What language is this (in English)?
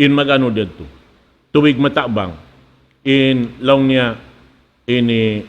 Tausug